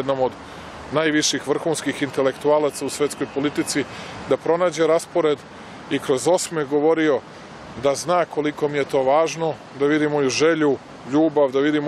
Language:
Serbian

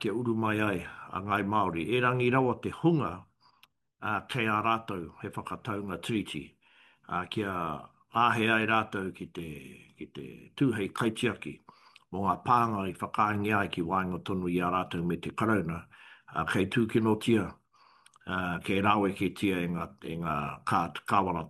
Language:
Māori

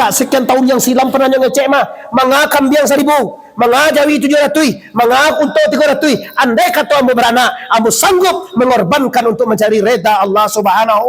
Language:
Minangkabau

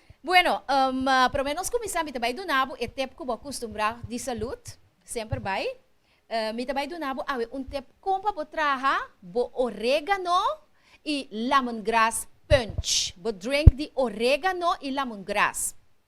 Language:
Papiamento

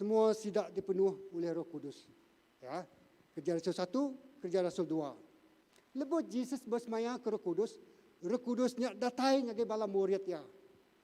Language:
Iban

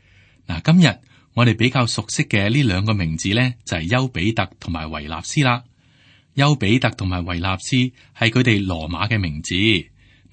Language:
Cantonese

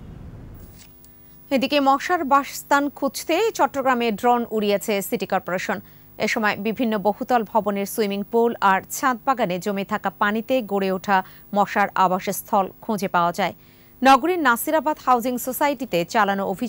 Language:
Bangla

